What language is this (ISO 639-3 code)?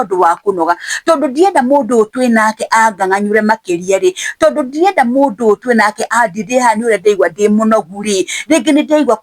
kik